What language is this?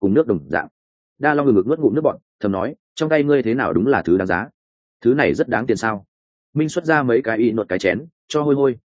Vietnamese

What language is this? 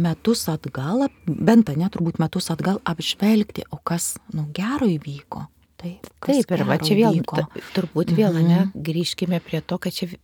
Lithuanian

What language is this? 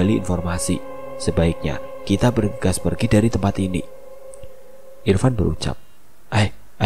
Indonesian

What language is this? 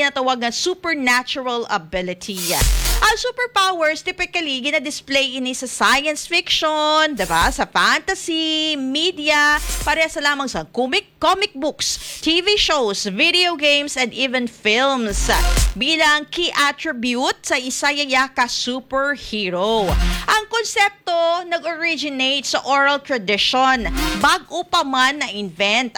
Hiligaynon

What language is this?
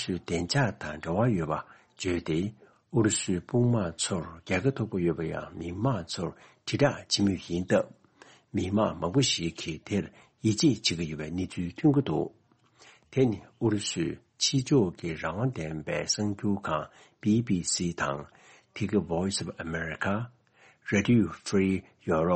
Tibetan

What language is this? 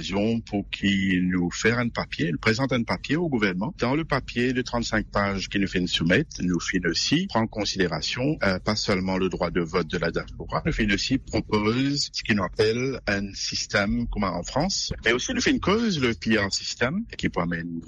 Morisyen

